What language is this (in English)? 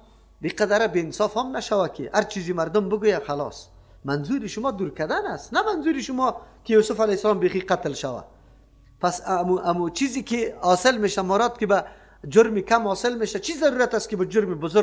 Persian